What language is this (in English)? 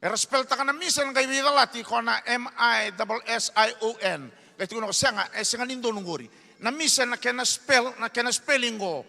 Fijian